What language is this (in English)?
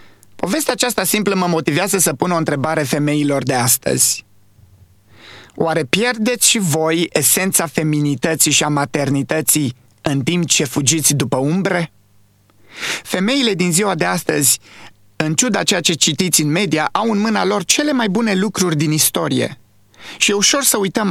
Romanian